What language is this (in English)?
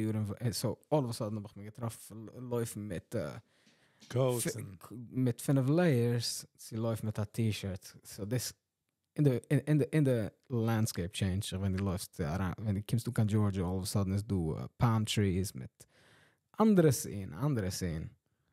Yiddish